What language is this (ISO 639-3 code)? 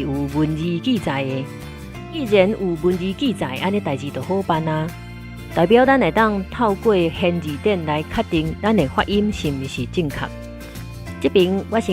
nan